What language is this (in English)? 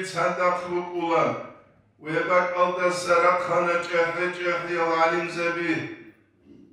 Avaric